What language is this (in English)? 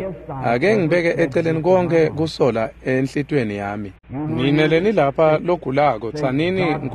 Swati